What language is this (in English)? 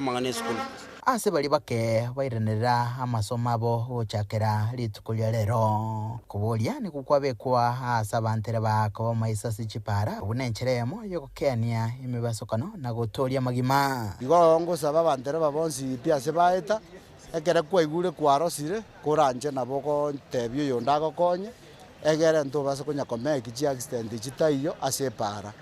Gusii